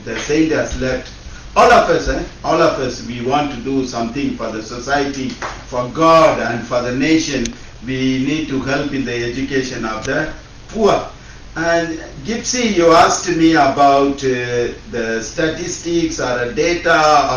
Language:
Acoli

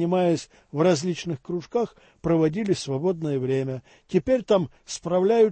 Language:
Russian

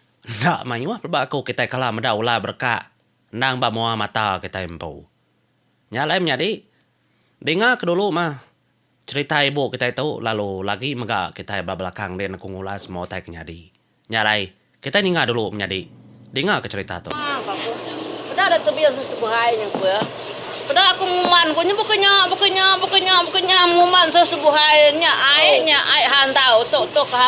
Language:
Iban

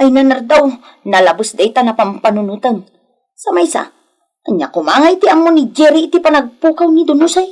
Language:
Iloko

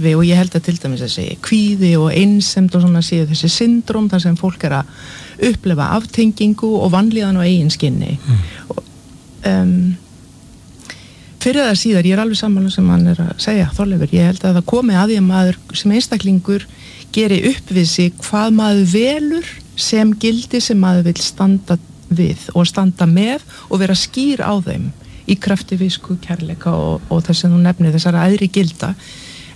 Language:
Icelandic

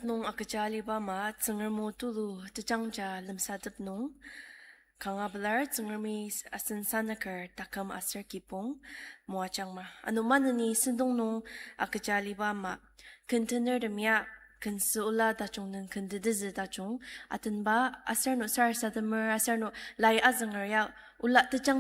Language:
Ao Naga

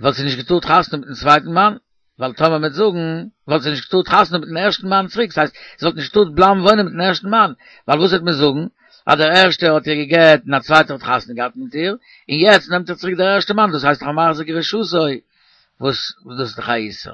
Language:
Yiddish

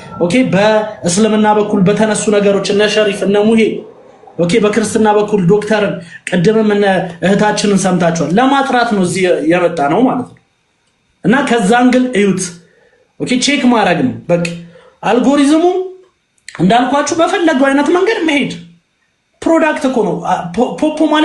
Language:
Amharic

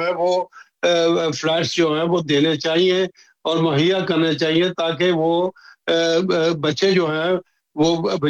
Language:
Urdu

